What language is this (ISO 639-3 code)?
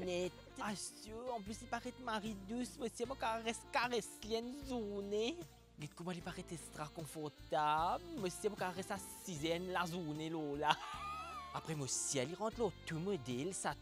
mfe